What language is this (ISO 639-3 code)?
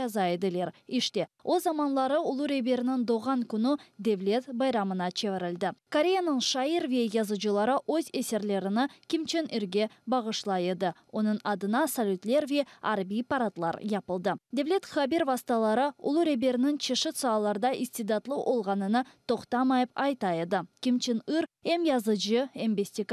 crh